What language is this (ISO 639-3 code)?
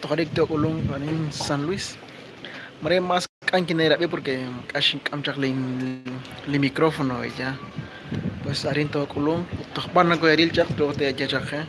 kek